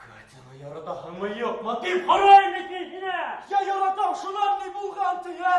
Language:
Bashkir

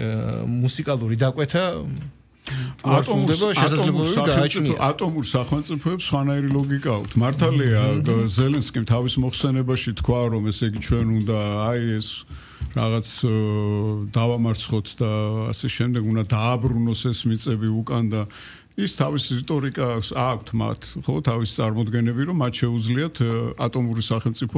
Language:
Georgian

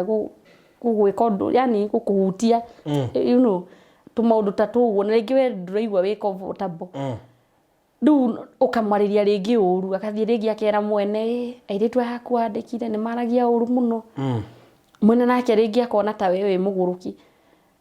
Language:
Kikuyu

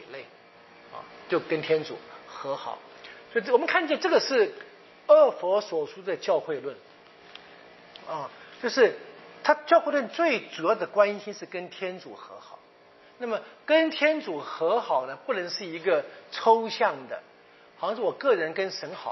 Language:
Chinese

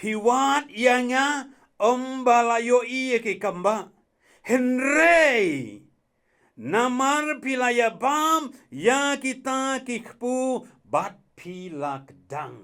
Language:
Khasi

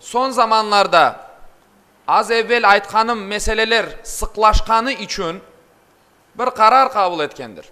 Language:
Crimean Tatar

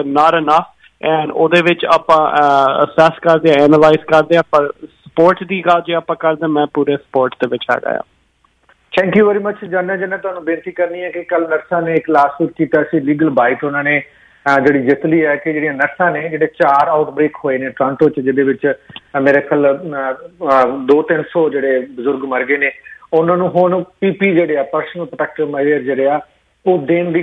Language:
Punjabi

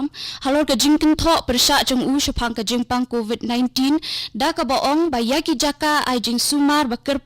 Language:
Khasi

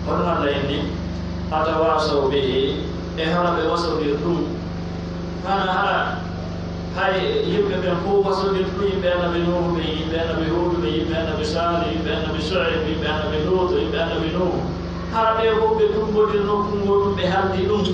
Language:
Pular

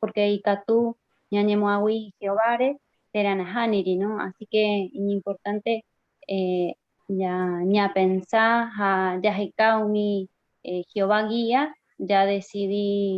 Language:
Guarani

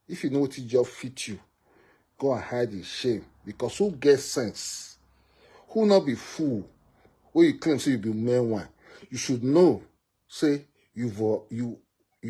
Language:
Nigerian Pidgin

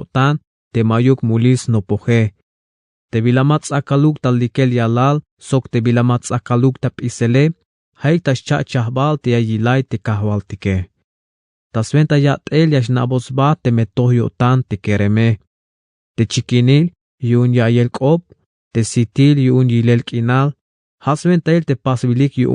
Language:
Tzeltal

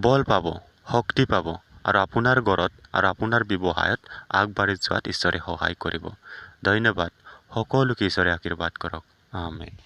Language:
Assamese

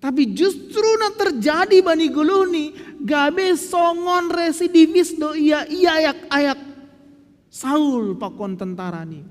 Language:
Batak Simalungun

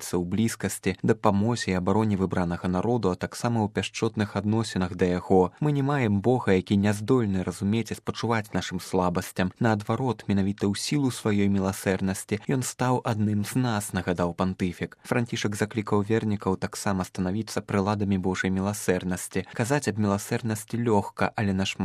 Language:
Belarusian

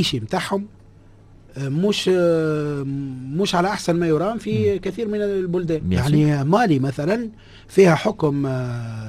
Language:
Tunisian Arabic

